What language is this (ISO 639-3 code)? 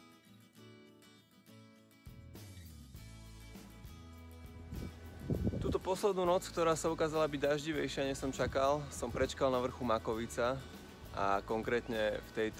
slk